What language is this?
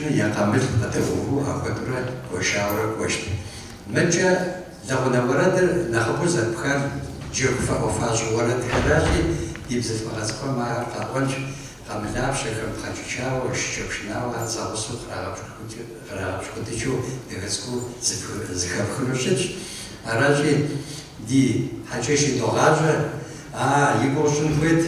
Kabardian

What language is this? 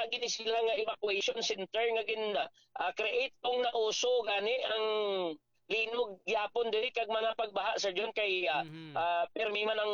Hiligaynon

